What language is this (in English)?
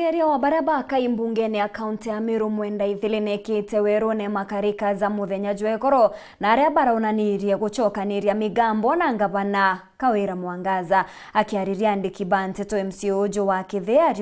Meru